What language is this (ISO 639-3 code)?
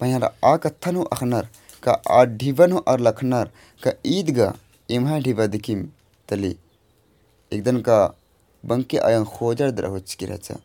kru